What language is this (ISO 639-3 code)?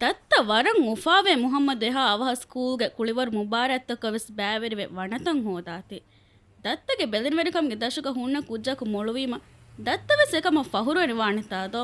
div